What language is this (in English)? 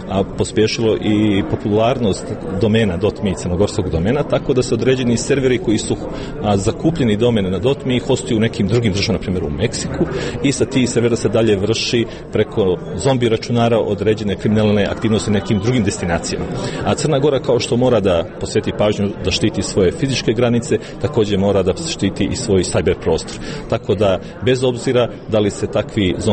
Serbian